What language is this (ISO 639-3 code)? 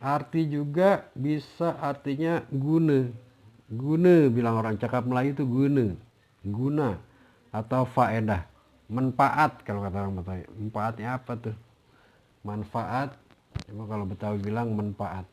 bew